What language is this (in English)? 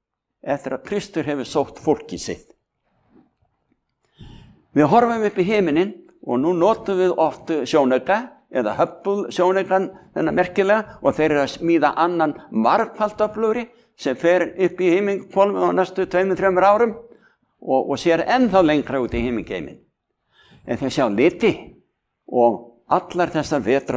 Icelandic